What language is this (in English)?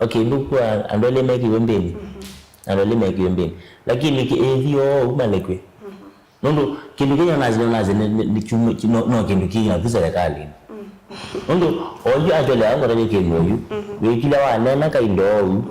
Kamba